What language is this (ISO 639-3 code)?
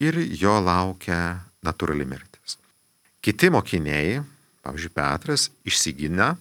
lit